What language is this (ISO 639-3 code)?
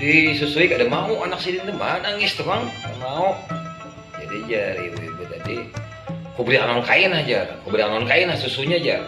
bjn